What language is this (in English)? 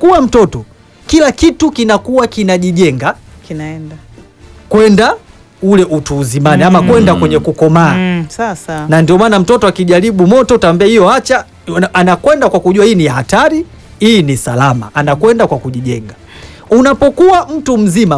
Swahili